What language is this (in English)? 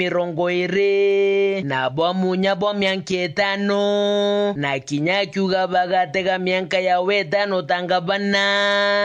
Meru